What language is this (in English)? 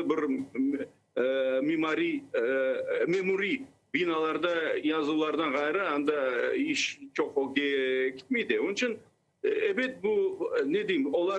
Crimean Tatar